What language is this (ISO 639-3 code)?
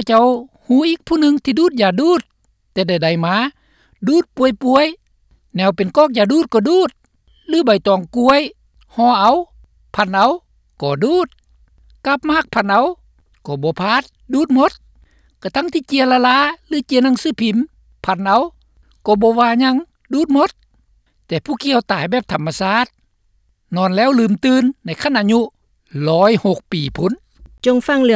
lao